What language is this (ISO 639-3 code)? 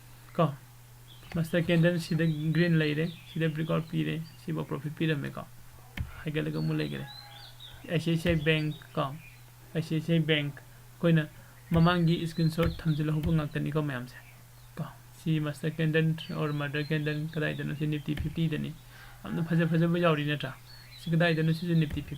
mni